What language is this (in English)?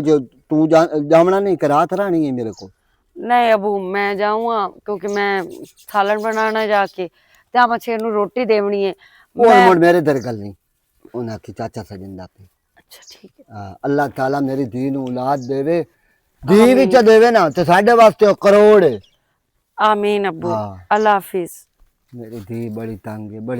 Western Panjabi